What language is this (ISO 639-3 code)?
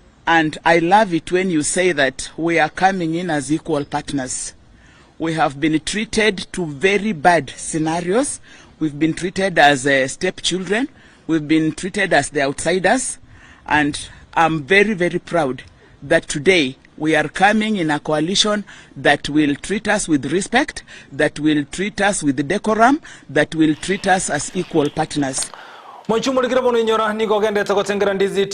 guz